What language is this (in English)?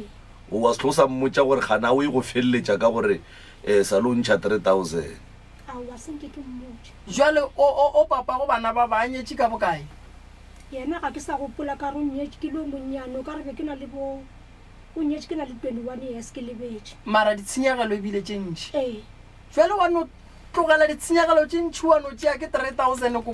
Northern Sotho